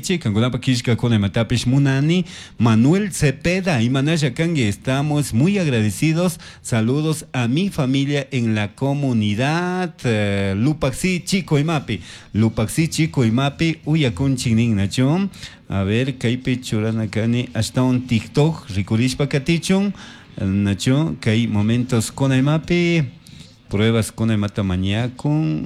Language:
Chimborazo Highland Quichua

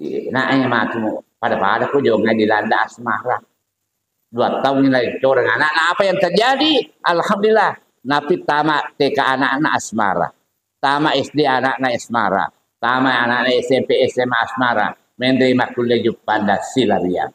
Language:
Buginese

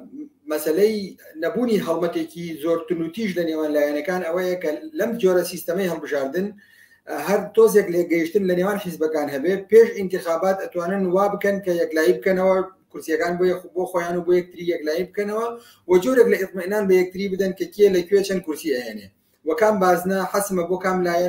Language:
Central Kurdish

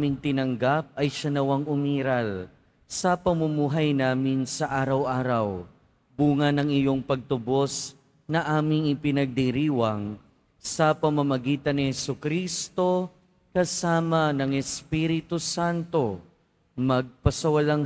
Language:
Filipino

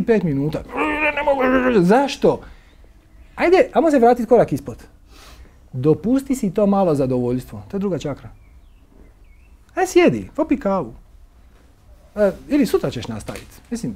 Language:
Croatian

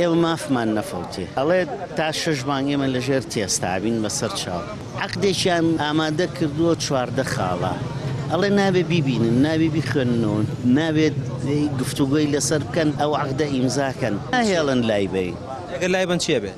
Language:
Central Kurdish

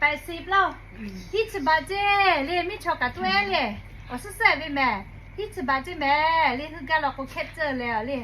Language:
Lahu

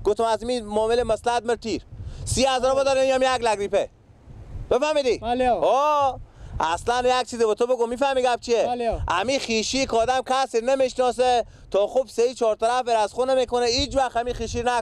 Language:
Persian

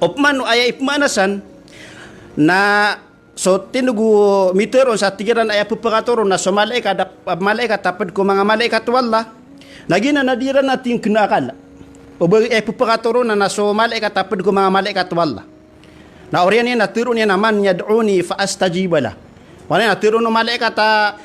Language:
Maranao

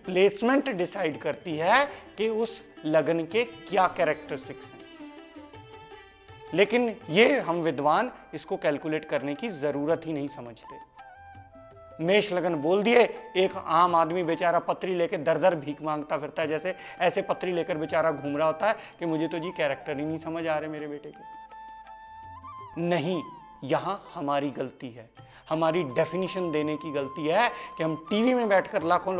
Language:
Hindi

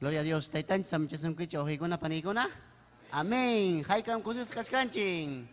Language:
Ayacucho Quechua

